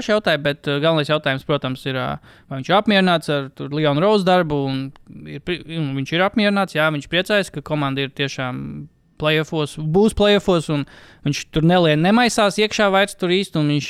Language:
Latvian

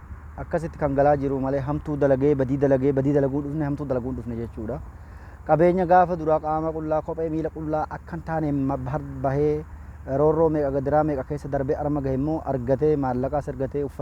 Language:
Oromo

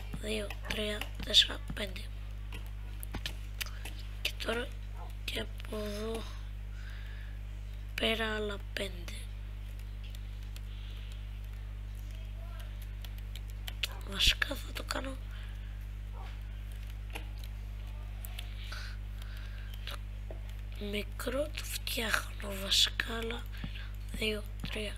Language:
Greek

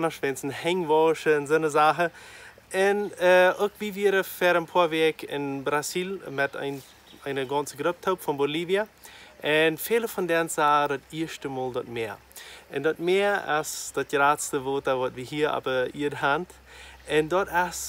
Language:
Plautdietsch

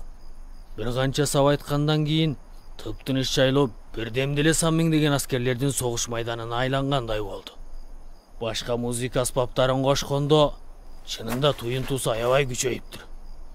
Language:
Kyrgyz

